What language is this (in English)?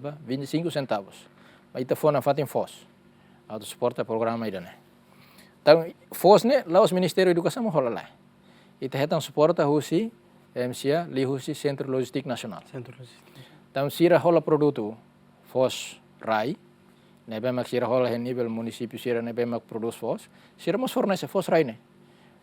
Tetum